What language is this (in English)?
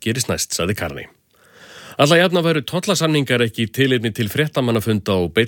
Icelandic